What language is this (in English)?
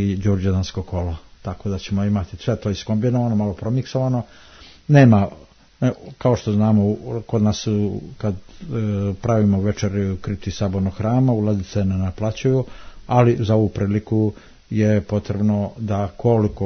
Serbian